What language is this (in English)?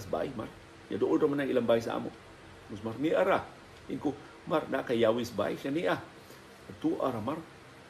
Cebuano